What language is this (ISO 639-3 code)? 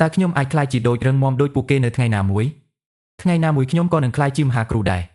khm